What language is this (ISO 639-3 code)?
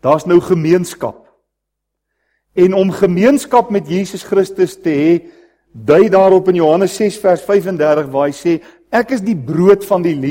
afr